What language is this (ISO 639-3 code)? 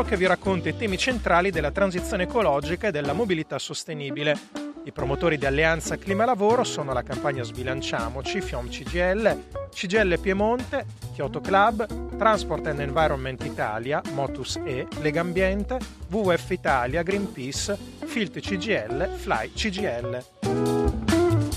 ita